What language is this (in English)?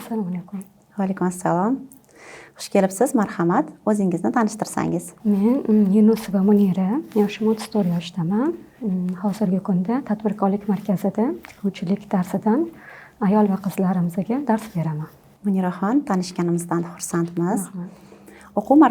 Uzbek